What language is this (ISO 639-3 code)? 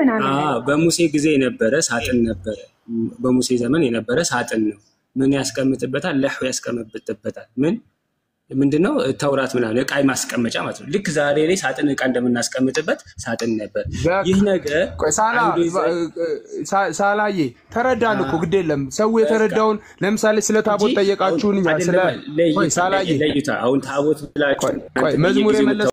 amh